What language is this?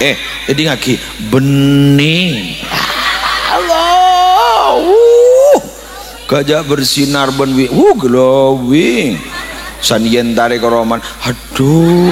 Madurese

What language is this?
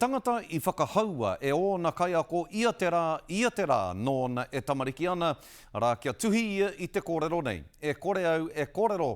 Māori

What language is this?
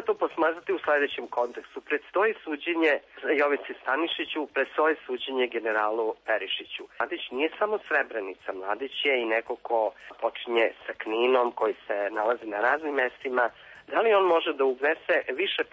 Serbian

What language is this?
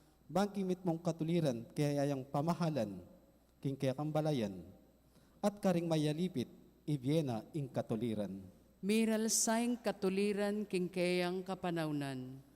Pampanga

